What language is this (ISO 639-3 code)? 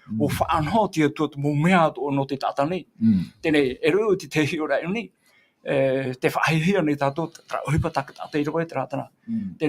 tah